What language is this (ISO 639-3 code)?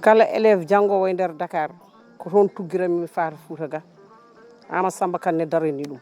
ful